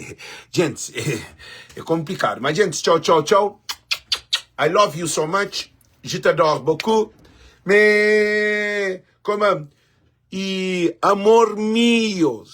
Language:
Kabuverdianu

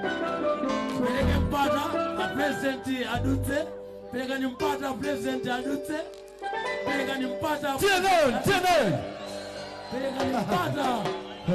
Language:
Nyanja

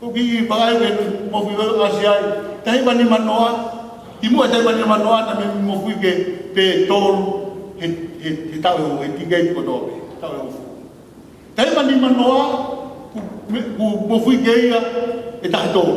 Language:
Tongan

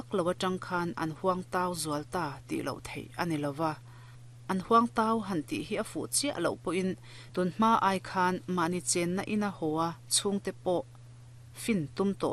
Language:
Mizo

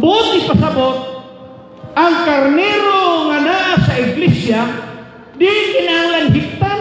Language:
Cebuano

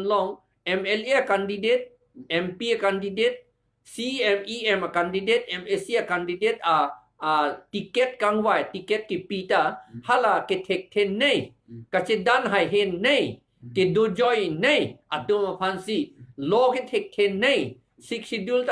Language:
Karbi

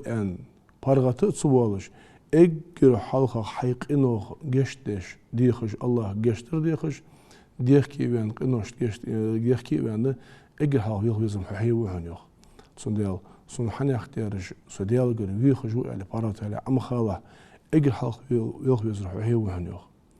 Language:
Ingush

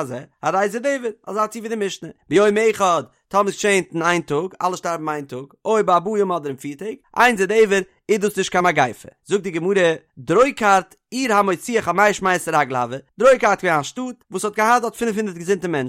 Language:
Yiddish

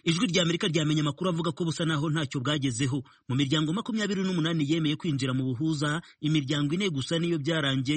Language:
Kinyarwanda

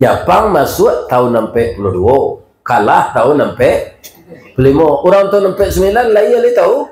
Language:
Minangkabau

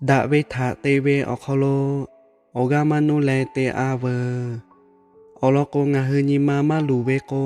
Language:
Lahu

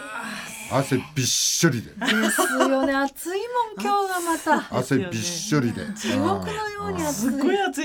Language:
Japanese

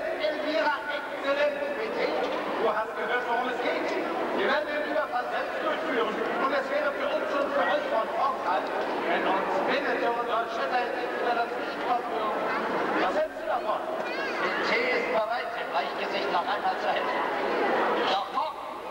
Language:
German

